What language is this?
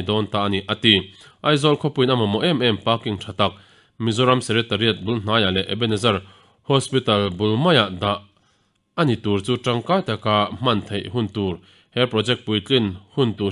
Mizo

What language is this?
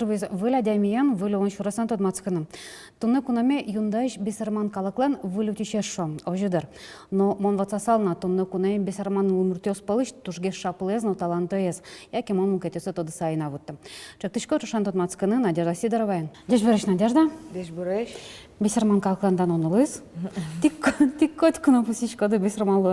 Udmurt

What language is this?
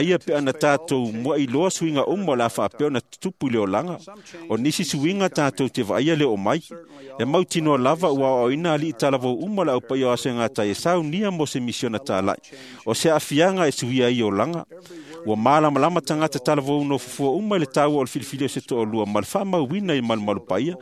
Samoan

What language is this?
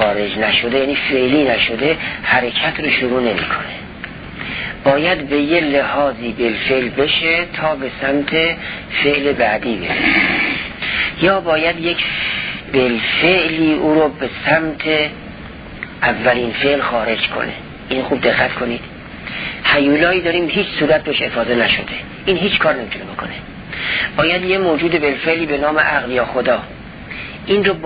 Persian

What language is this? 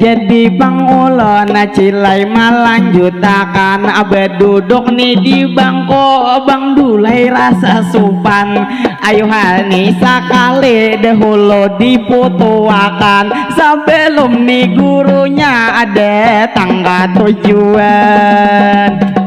Banjar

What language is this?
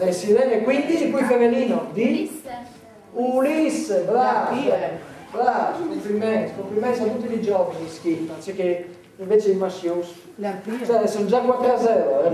Friulian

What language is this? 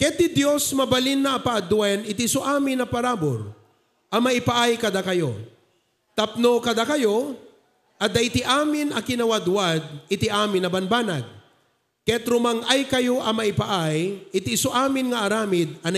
Iloko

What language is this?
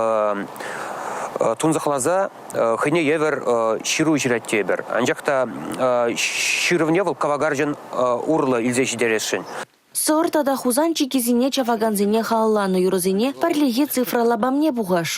Chuvash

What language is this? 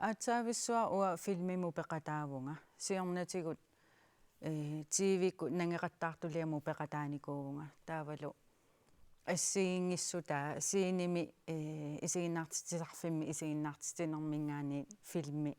Kalaallisut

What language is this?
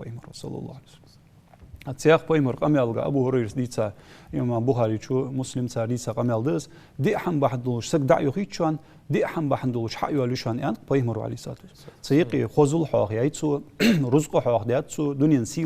Ingush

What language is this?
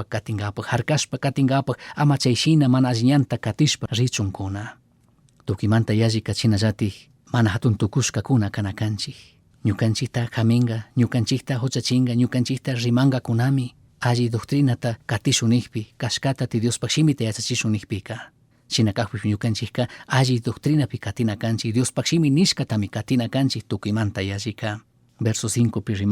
Chimborazo Highland Quichua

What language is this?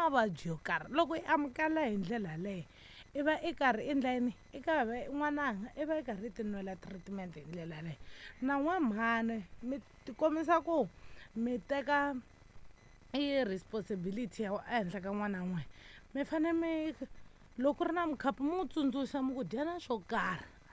Tsonga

